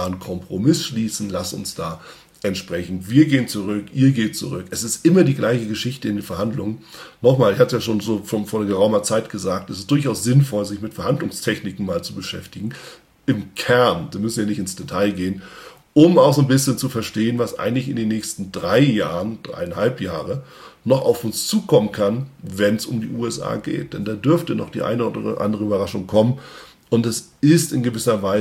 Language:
German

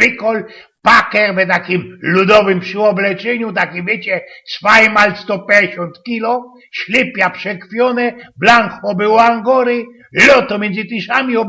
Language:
Silesian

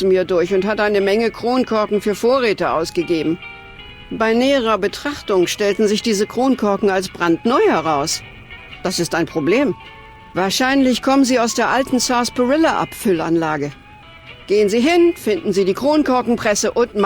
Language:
Bavarian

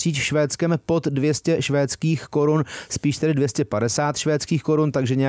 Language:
Czech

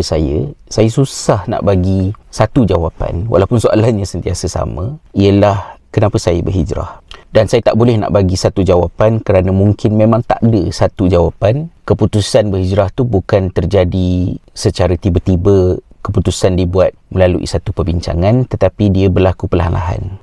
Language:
Malay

